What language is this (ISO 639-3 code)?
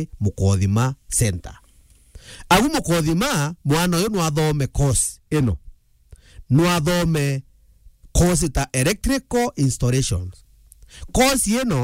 mer